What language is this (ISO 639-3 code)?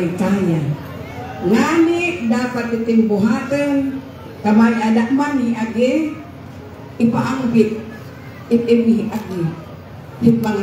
war